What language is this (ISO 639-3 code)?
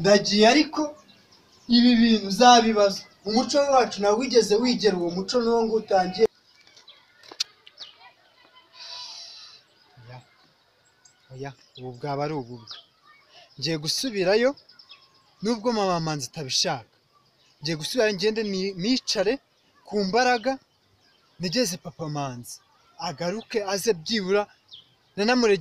kin